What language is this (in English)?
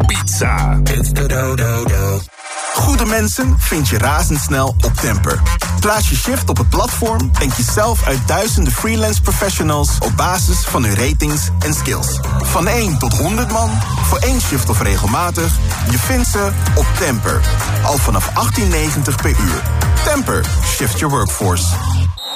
Dutch